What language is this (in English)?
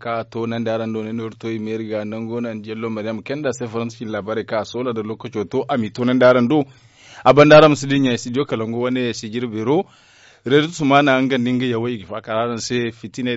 Zarma